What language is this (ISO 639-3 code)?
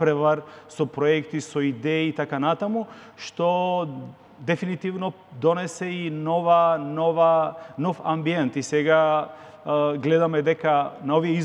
mkd